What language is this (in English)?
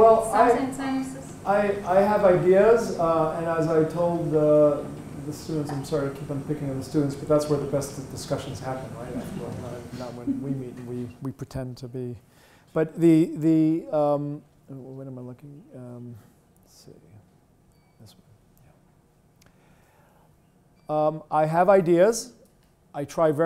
English